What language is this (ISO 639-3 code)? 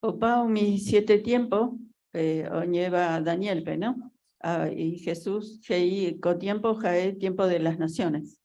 grn